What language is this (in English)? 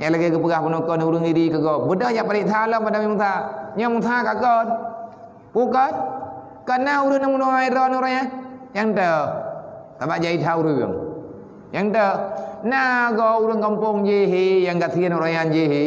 Achinese